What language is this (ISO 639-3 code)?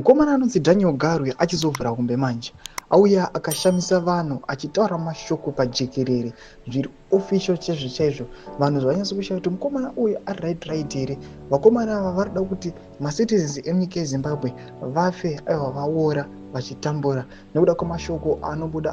sna